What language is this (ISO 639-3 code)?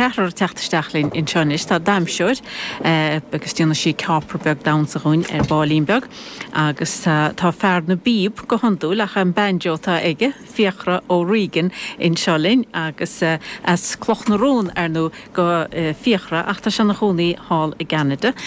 gle